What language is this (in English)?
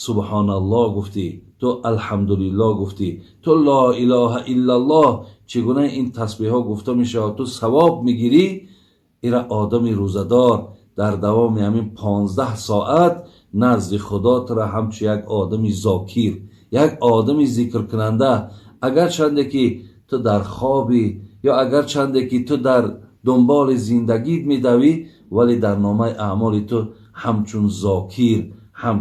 Tajik